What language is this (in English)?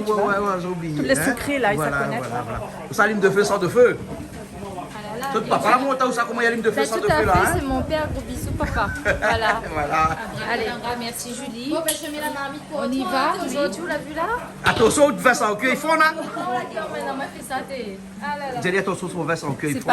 Réunion Creole French